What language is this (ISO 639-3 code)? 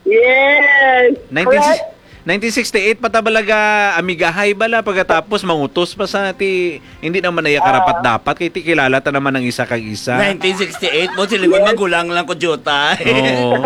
hil